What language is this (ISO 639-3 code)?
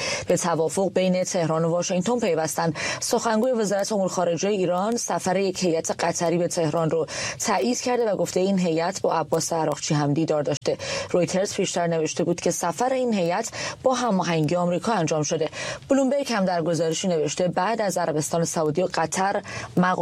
fas